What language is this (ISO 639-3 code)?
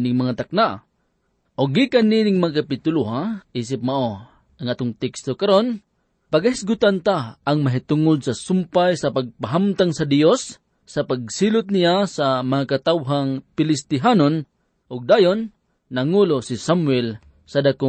ceb